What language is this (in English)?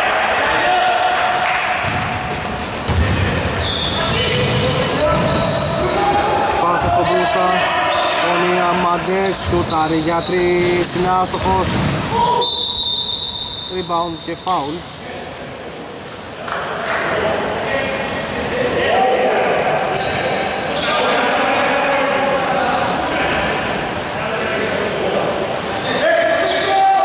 Greek